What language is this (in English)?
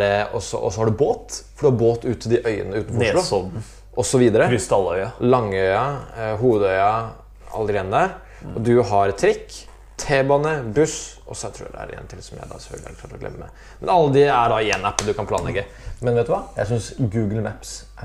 Norwegian